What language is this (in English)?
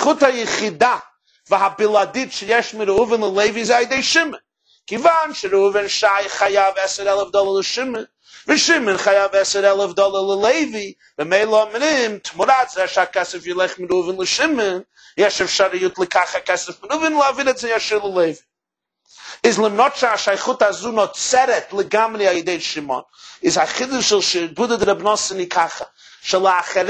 Hebrew